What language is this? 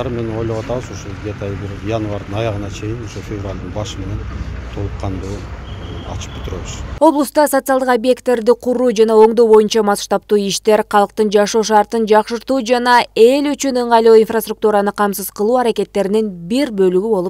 Kyrgyz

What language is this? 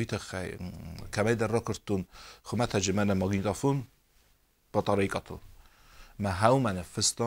Ossetic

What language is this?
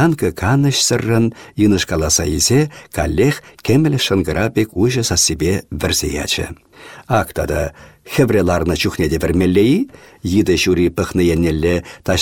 Chuvash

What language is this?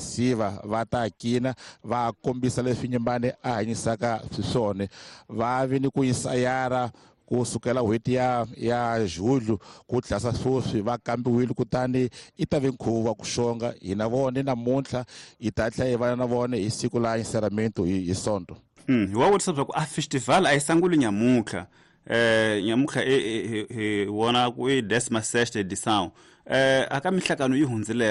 Tsonga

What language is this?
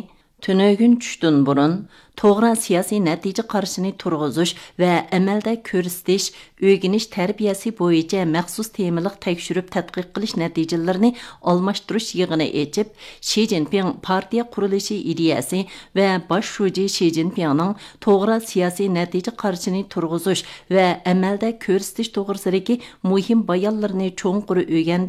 Uyghur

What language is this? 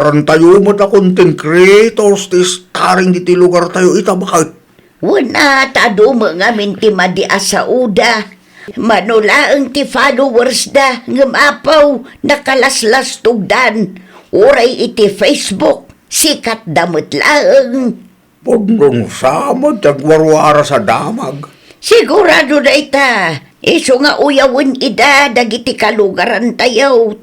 Iloko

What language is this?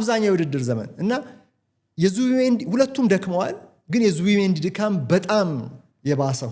Amharic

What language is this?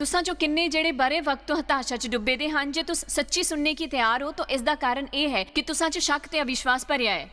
Dogri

